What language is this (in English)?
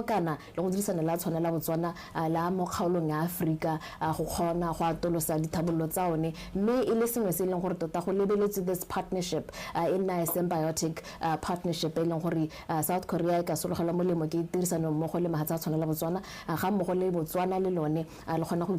Tswana